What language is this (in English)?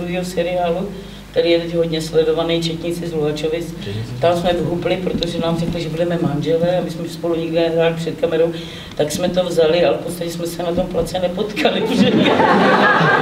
Czech